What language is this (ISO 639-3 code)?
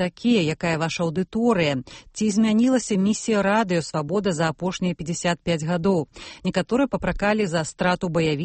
bel